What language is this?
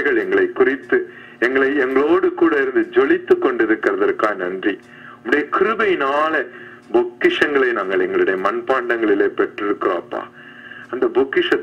Tamil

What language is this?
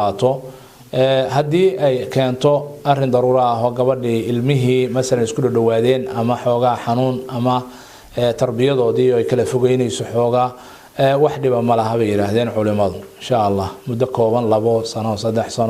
Somali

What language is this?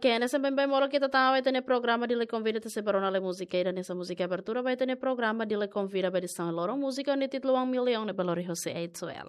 Tetum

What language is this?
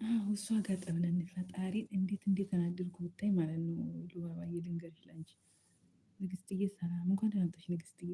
Amharic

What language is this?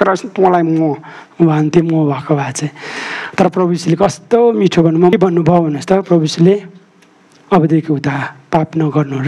Nepali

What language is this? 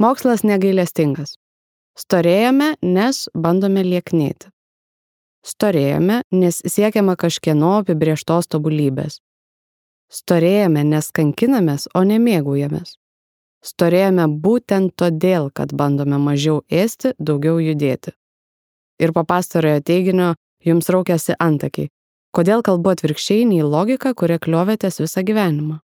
Lithuanian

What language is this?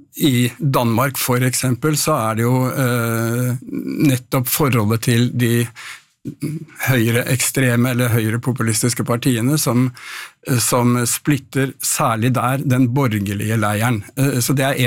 Norwegian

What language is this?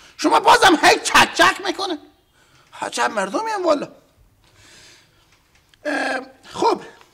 Persian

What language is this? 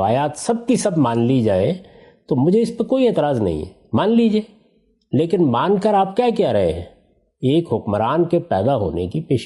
Urdu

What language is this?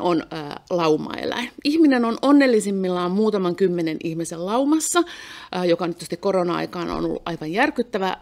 Finnish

